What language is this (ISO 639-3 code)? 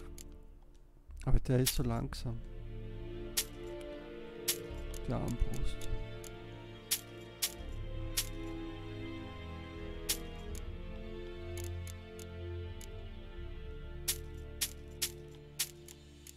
deu